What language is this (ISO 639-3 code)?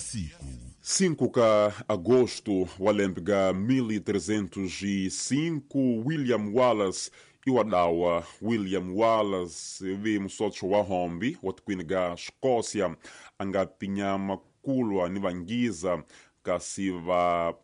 tso